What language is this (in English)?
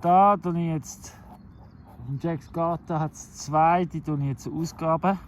Swiss German